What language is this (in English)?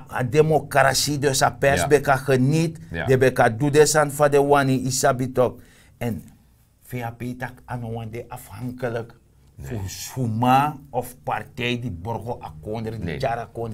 Sranan Tongo